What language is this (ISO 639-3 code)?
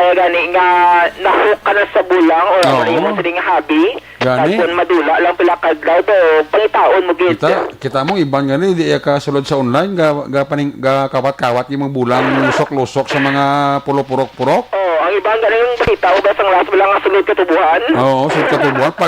hil